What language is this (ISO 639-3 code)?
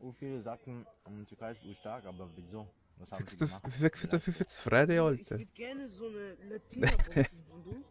gsw